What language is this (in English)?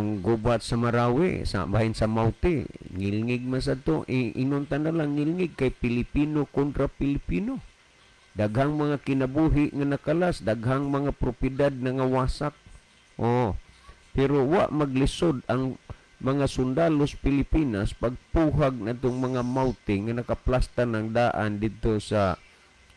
Cebuano